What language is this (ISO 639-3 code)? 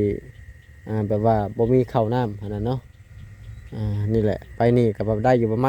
lao